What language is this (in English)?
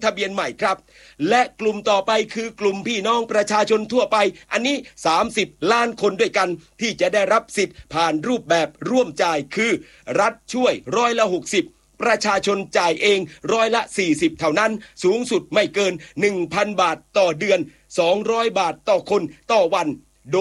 Thai